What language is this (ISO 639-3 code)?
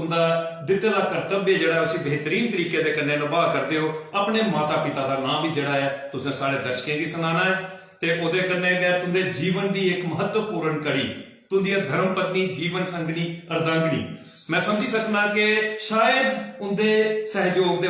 doi